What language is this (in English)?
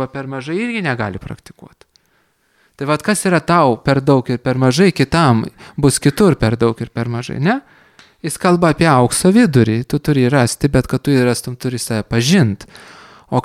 Lithuanian